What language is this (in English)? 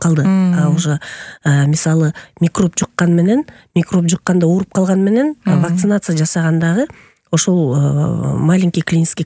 Kyrgyz